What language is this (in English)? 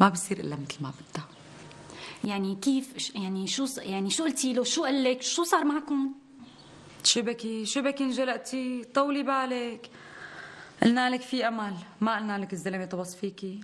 North Levantine Arabic